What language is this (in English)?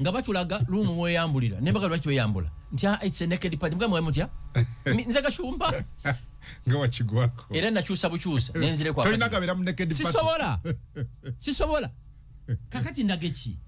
Ganda